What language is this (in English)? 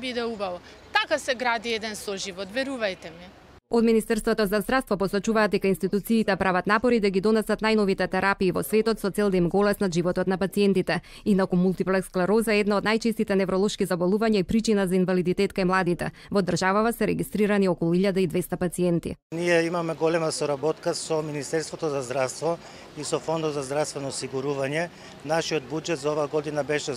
Macedonian